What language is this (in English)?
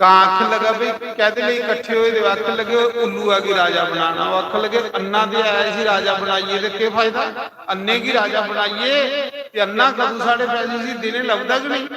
Dogri